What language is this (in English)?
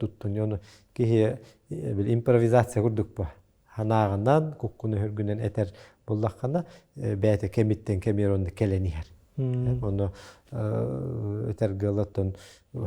Yakut